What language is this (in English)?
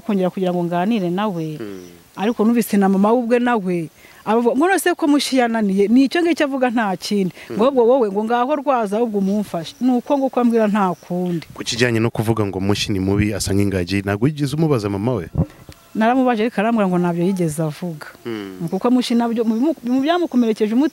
Kinyarwanda